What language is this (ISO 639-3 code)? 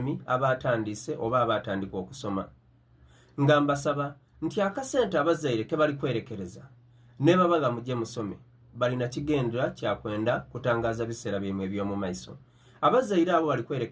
xog